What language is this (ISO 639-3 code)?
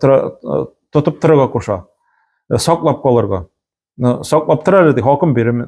tat